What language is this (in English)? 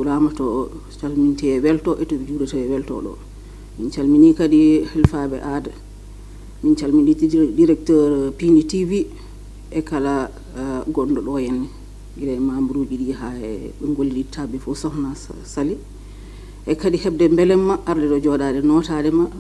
Fula